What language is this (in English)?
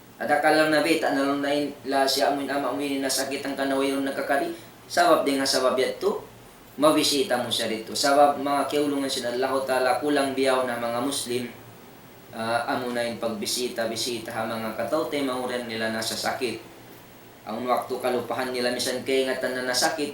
Tausug